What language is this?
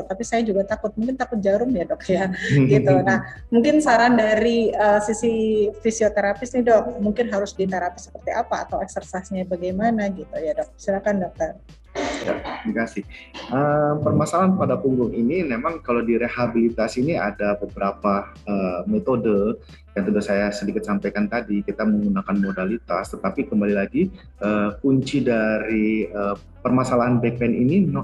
Indonesian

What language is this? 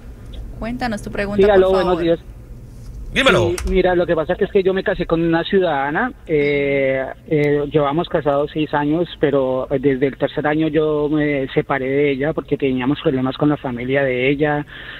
Spanish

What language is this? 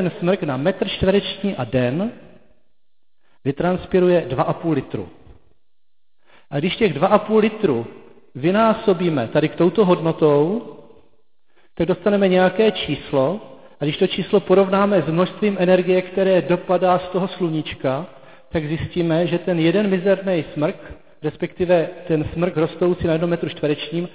Czech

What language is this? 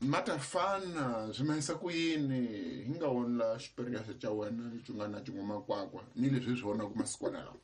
Tsonga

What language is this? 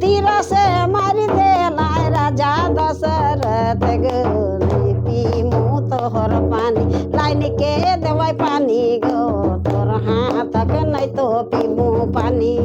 Sadri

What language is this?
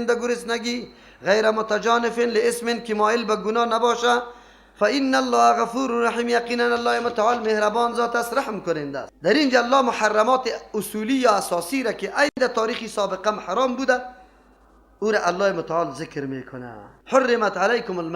Persian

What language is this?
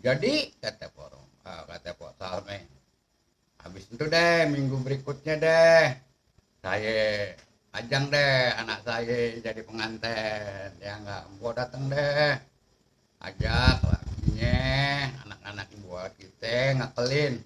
Betawi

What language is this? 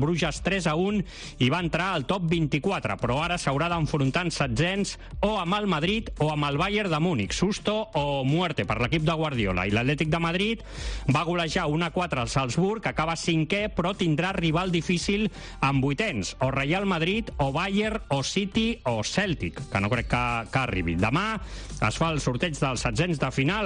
Catalan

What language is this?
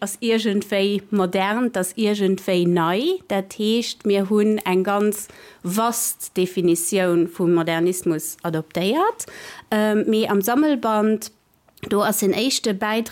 Luxembourgish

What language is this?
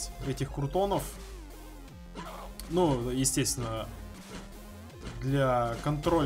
Russian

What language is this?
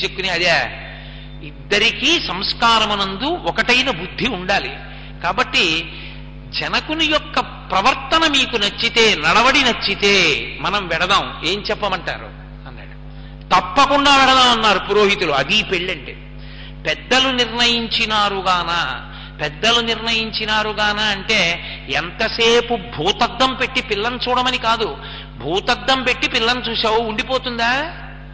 Telugu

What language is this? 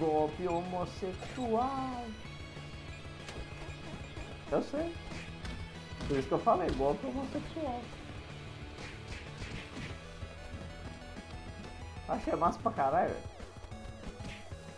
Portuguese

